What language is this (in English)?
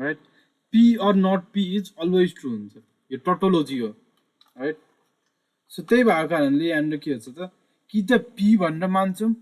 Nepali